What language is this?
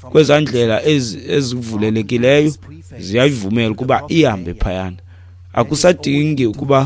Xhosa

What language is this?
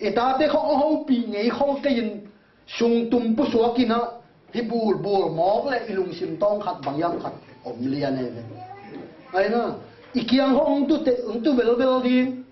Tedim Chin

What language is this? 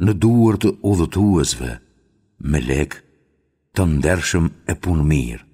Albanian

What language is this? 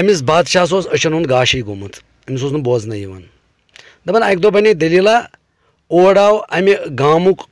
Kashmiri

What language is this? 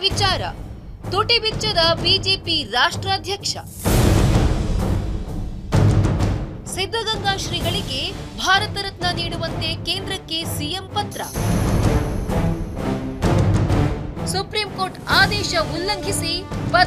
Kannada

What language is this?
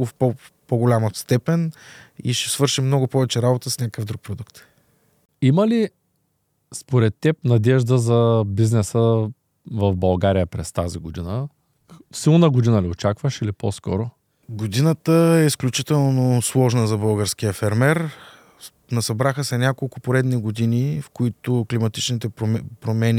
Bulgarian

